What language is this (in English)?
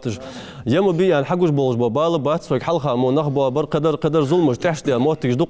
Ingush